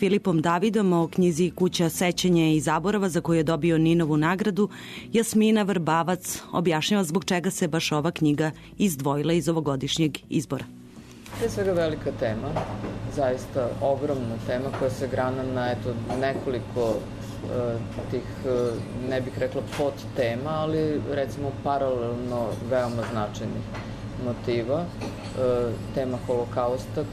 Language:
Serbian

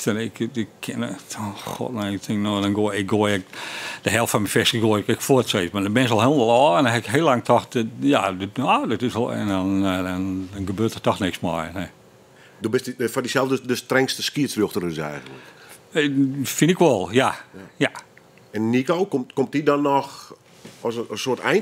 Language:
Western Frisian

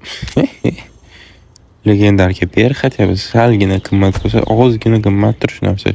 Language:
Uzbek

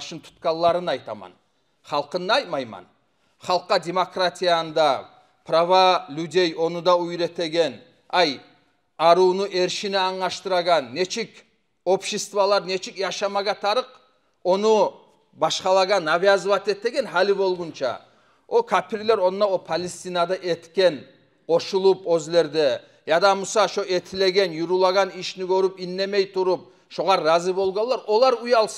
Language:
Kumyk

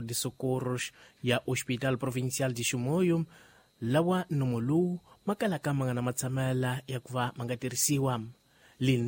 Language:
Tsonga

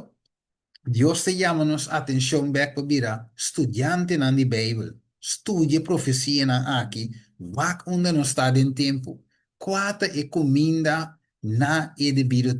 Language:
Papiamento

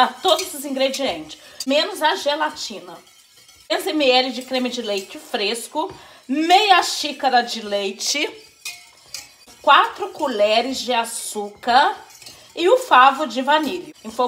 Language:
Portuguese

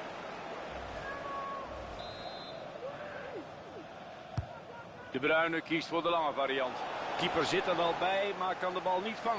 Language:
Dutch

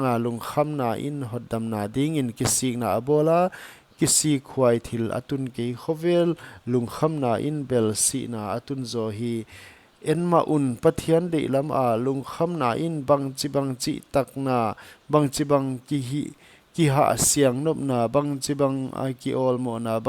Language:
Paite Chin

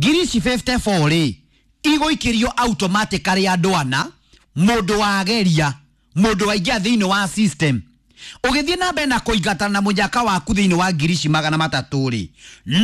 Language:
Kikuyu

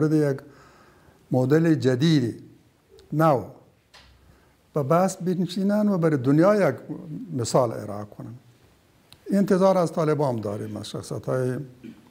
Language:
Persian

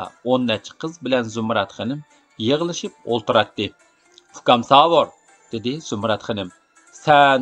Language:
Uyghur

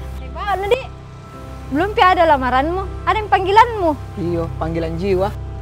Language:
Makassar Malay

